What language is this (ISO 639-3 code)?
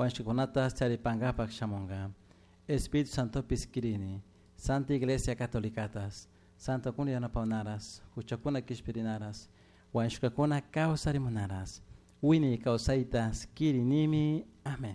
qug